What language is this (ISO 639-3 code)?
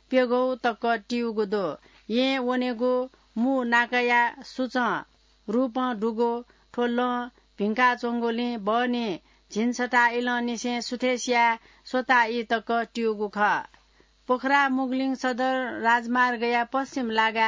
new